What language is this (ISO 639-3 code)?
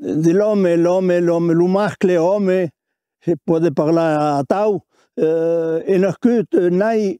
oci